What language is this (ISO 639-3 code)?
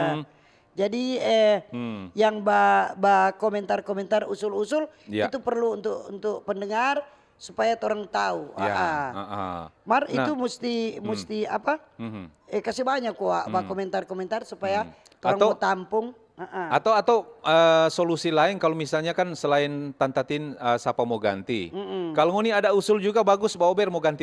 xmm